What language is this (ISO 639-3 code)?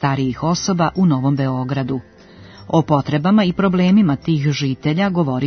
srp